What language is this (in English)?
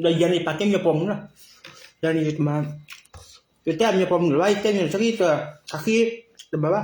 S'gaw Karen